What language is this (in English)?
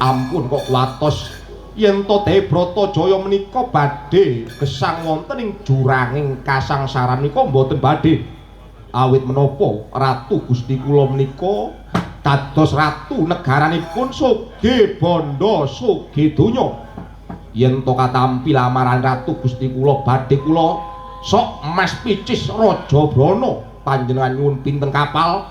Javanese